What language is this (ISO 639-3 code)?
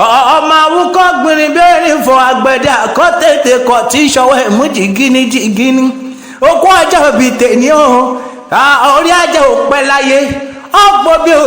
yor